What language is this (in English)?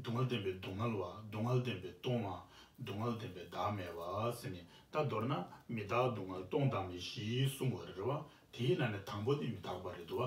Tibetan